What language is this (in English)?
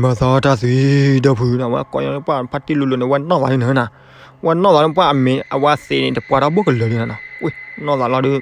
S'gaw Karen